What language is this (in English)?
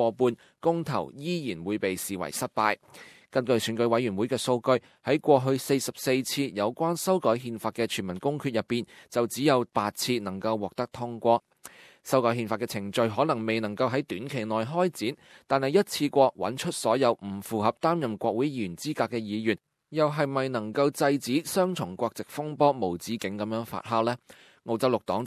Cantonese